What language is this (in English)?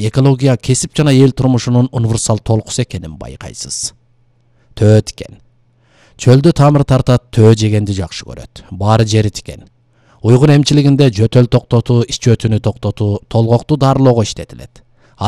Kyrgyz